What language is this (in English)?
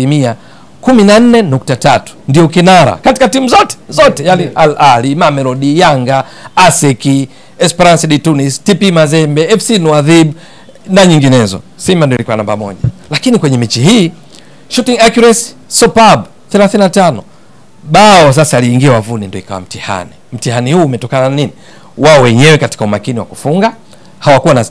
Swahili